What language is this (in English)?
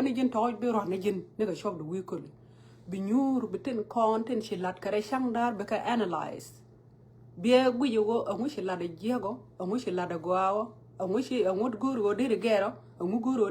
Nuer